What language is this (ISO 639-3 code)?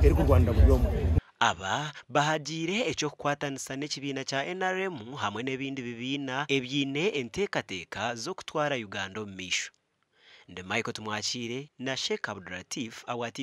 nyn